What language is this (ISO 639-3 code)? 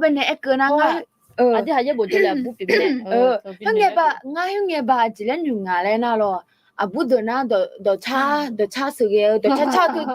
ahk